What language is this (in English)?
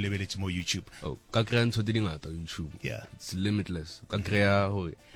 Northern Sotho